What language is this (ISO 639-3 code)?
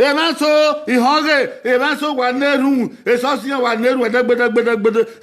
bin